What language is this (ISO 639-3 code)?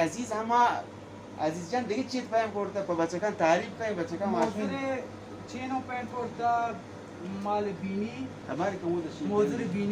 bal